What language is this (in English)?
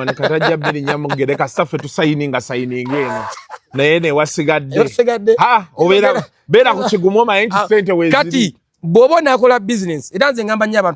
Ganda